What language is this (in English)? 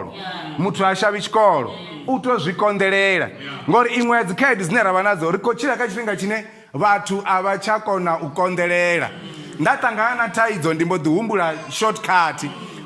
Venda